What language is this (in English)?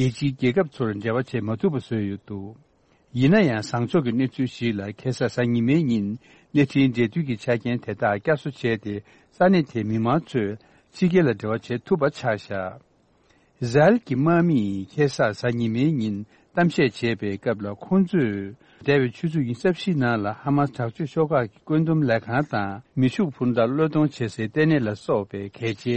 Tibetan